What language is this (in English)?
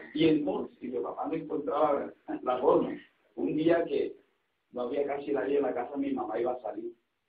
Spanish